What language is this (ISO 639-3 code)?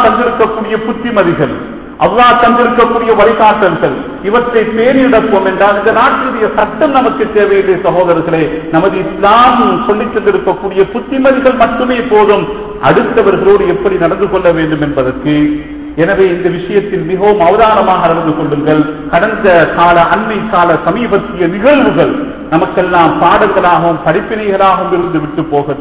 tam